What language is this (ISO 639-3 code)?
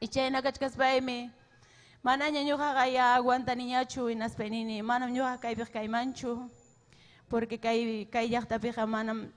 quy